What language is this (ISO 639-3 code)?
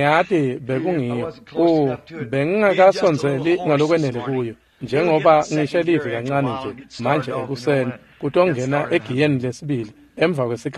ssw